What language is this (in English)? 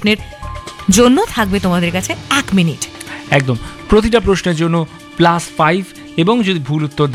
Bangla